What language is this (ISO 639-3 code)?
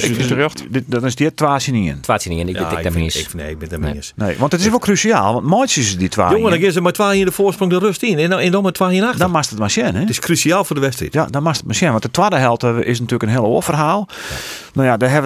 fry